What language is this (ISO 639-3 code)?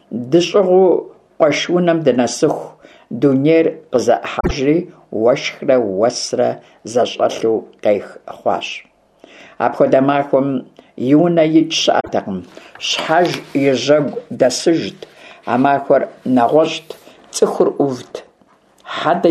kbd